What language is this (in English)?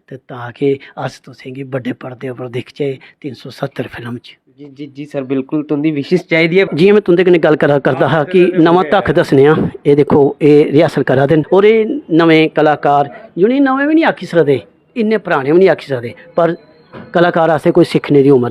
Dogri